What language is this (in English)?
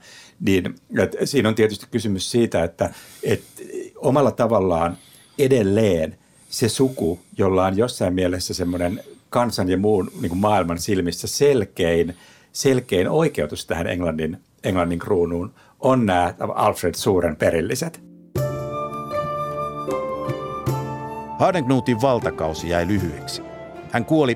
Finnish